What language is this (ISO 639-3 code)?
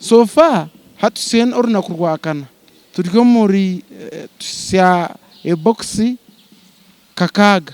nyn